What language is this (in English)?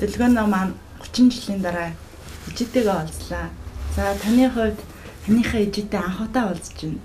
Mongolian